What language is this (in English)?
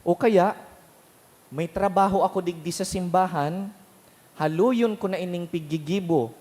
Bikol